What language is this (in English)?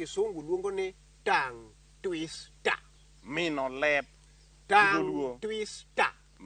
Luo (Kenya and Tanzania)